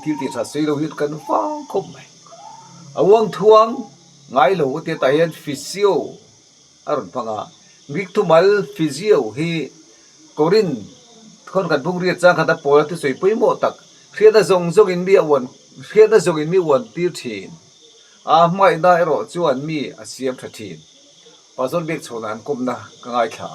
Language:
Mizo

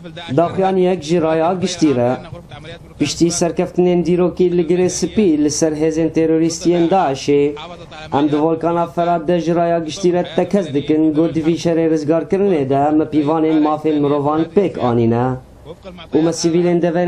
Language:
Kurdish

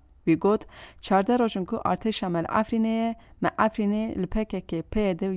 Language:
Kurdish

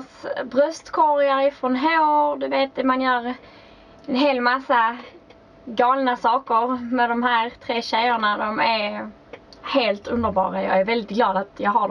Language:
Swedish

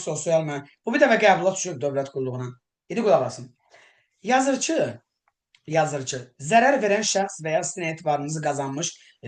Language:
Azerbaijani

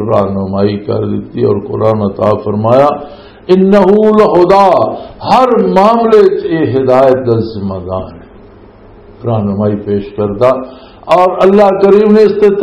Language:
Western Panjabi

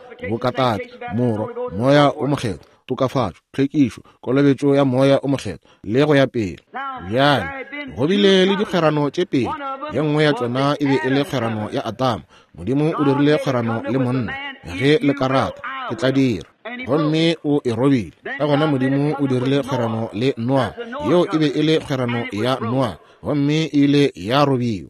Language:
Northern Sotho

